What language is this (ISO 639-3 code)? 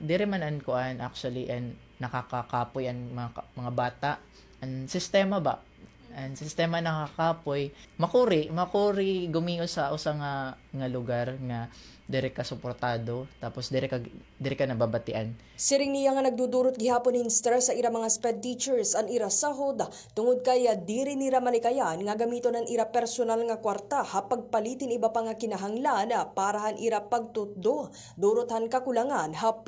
war